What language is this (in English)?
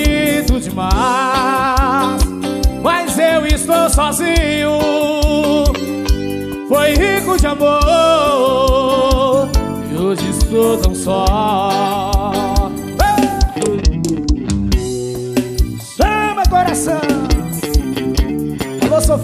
Portuguese